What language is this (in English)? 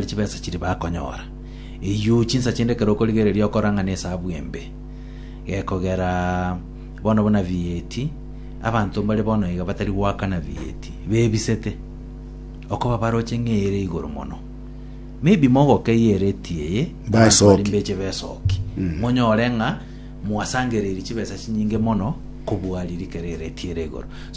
Gusii